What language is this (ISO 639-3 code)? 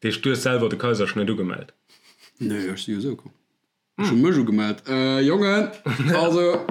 ltz